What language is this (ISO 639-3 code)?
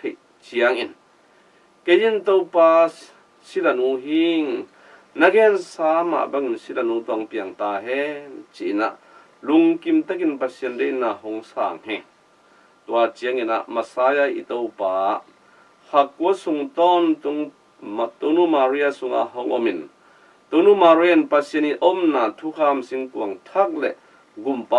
ctd